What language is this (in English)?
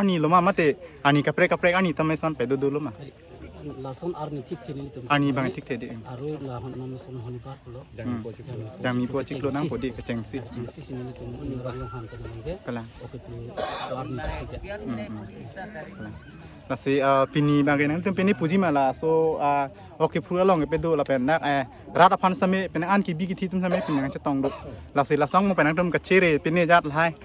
Karbi